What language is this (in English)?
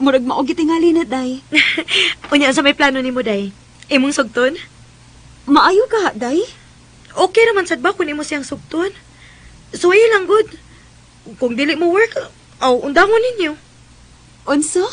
Cebuano